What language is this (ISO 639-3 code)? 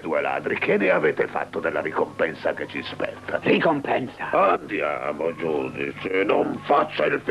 ita